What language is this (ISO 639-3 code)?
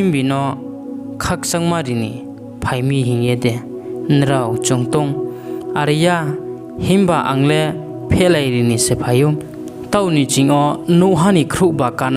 ria